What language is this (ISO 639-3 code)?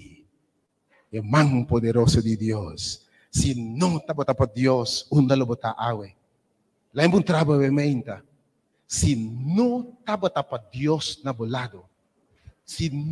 pap